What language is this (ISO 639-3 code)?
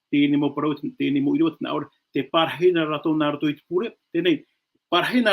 tah